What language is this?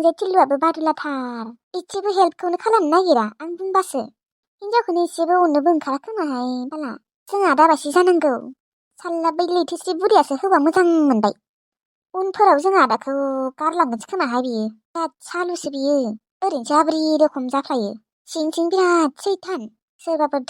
Bodo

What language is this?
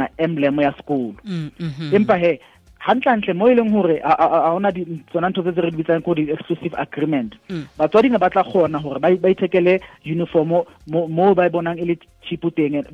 Southern Sotho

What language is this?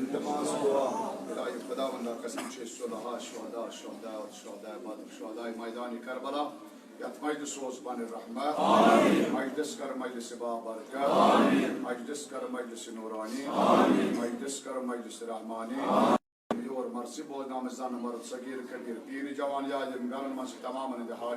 Kashmiri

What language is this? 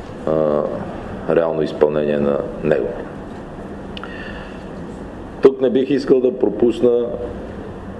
Bulgarian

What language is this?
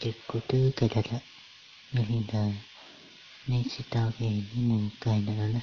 Hmong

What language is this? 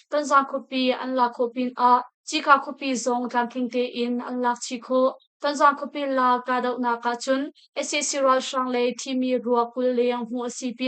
Hakha Chin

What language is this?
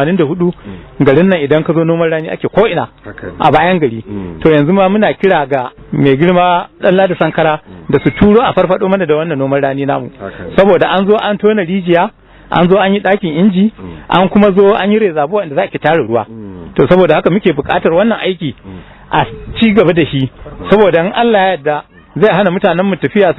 Hausa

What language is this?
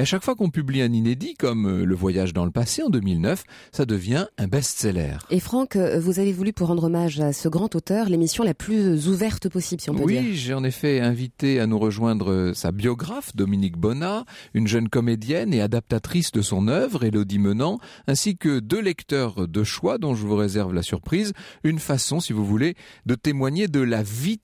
French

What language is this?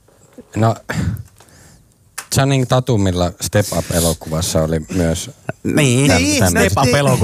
Finnish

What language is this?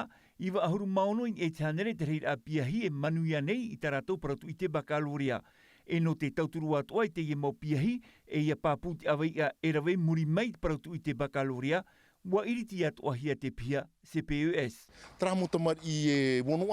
Tahitian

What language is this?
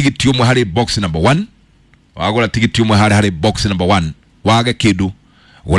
Kikuyu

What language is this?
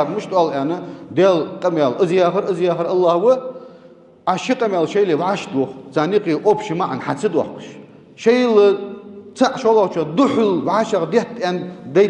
Ingush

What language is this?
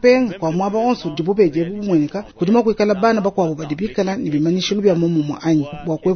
Luba-Lulua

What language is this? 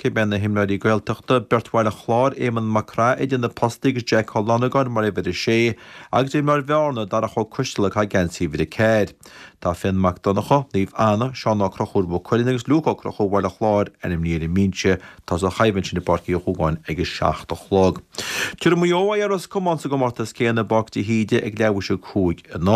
Irish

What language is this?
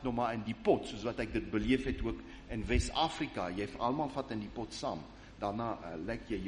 Afrikaans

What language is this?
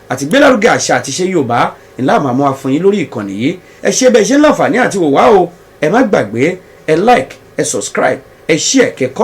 Yoruba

